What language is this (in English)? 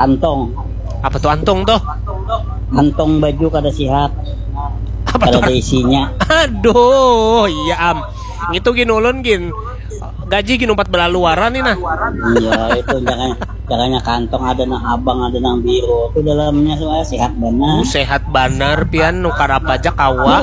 Banjar